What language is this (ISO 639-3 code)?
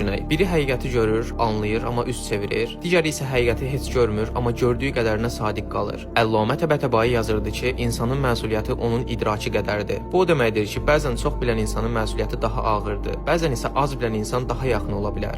aze